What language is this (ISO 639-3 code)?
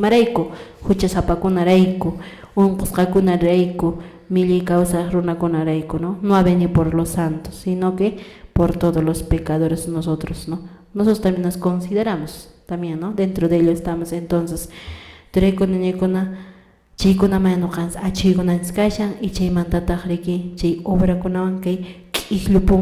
que